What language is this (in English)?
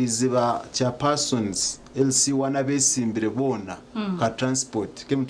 Nyankole